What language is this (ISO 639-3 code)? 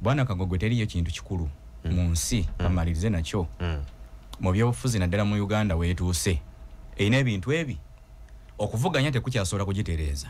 lug